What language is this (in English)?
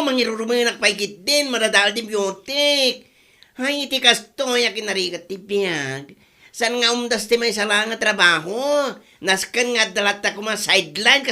Iloko